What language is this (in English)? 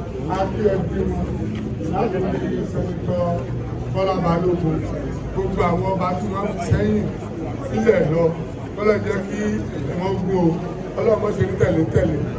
Yoruba